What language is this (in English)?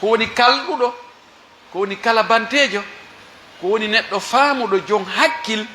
Pular